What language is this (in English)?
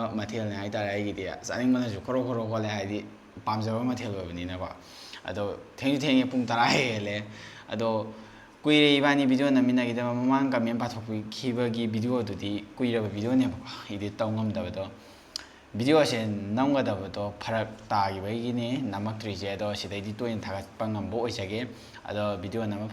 Manipuri